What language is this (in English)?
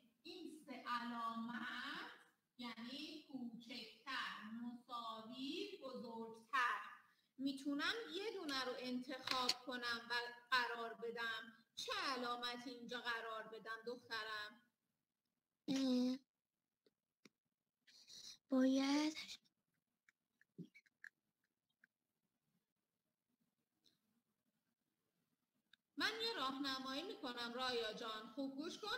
Persian